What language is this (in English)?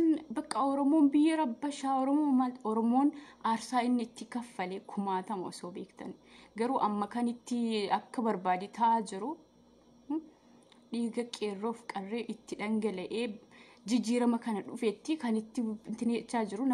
Oromo